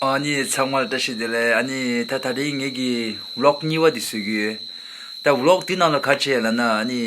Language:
Tibetan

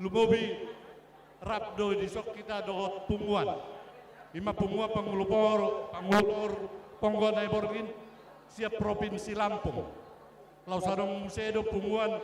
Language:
Batak Toba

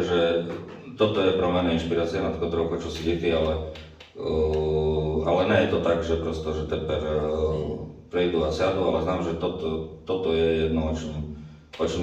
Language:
Rusyn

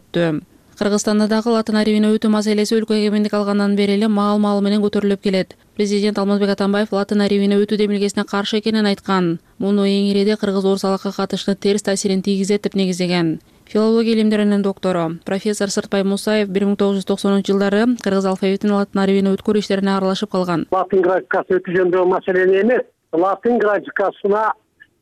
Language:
Kyrgyz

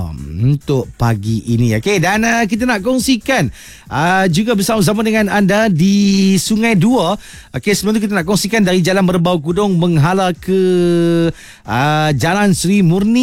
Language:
Malay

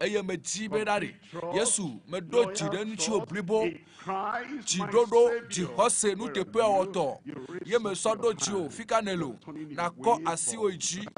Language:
Ewe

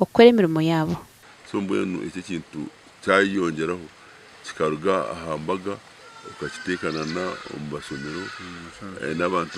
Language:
Nyankole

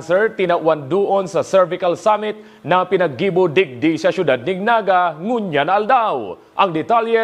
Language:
Bikol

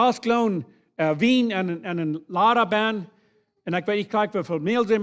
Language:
Plautdietsch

